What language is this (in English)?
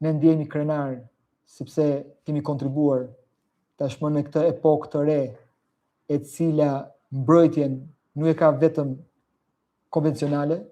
Albanian